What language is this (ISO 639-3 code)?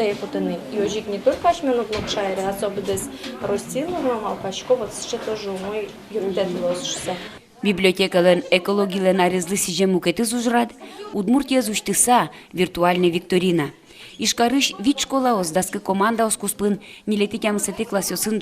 udm